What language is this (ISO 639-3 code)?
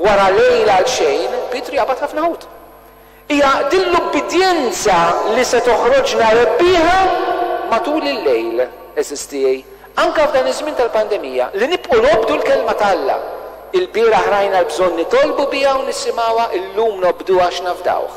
mlt